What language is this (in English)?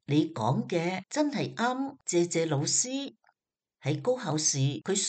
Cantonese